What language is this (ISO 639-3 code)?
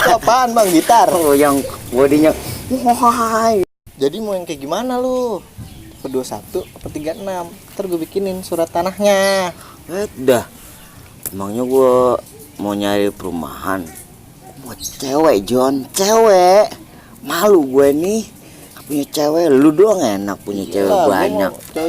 bew